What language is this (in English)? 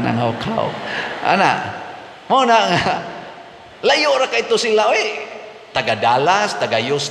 Cebuano